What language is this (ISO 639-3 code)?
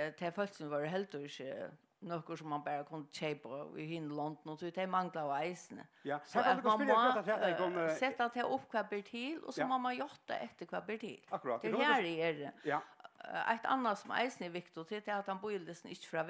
fao